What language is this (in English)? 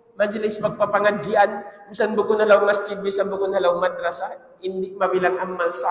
Tausug